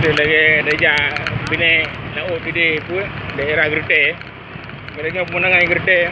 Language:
Achinese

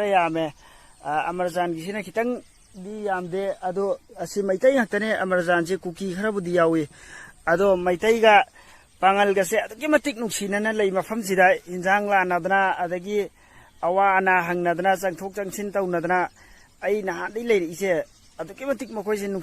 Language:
Manipuri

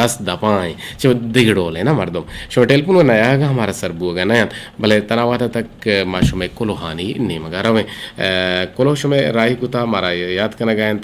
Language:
Eastern Balochi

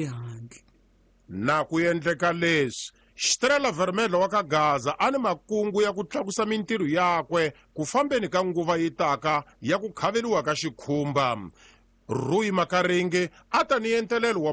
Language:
Tsonga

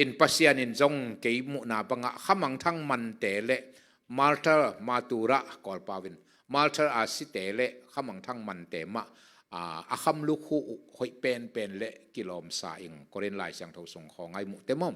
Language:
Tedim Chin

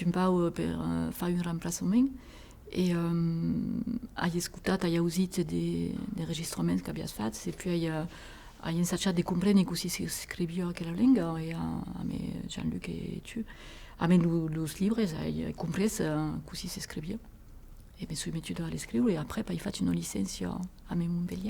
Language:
Occitan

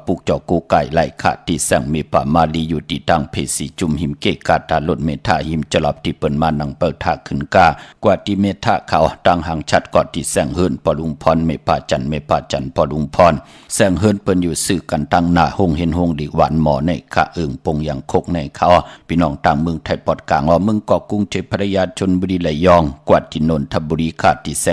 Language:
Shan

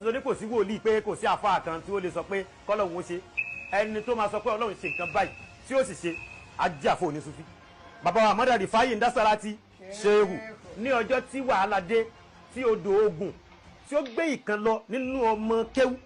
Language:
Yoruba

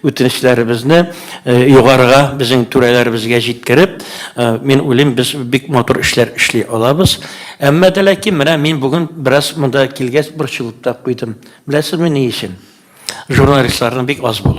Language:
Tatar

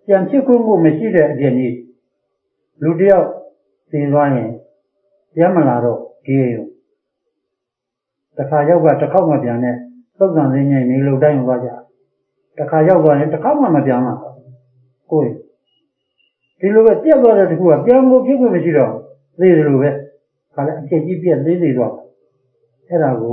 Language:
Burmese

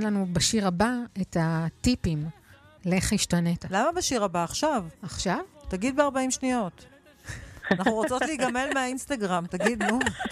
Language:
Hebrew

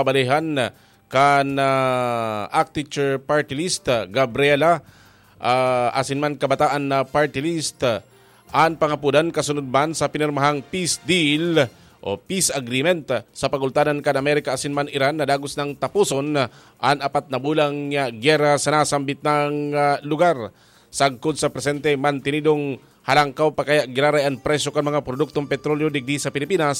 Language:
Bikol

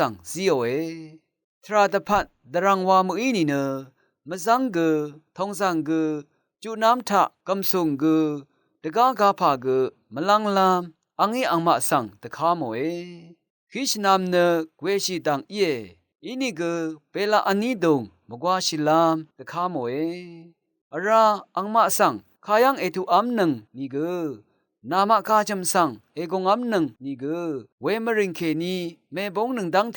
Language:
Rawang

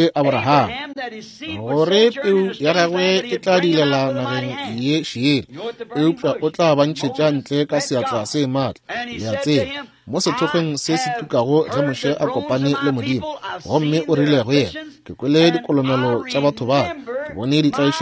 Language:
Northern Sotho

